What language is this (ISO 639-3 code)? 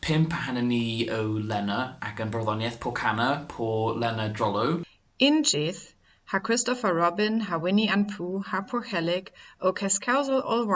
cor